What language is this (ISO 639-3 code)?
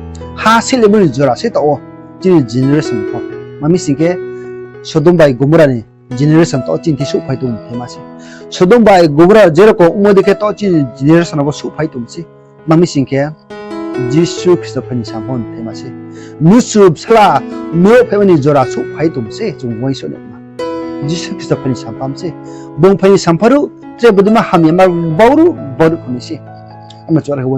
ria